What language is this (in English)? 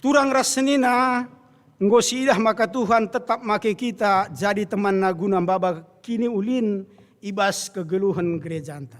Batak Karo